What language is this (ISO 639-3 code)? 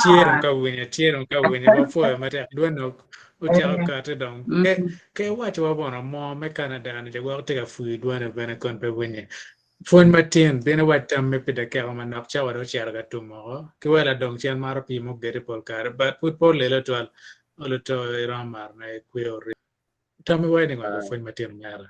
ach